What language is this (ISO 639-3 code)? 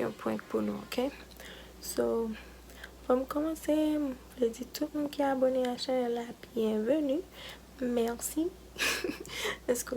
hat